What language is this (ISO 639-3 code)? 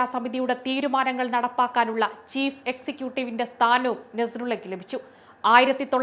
mal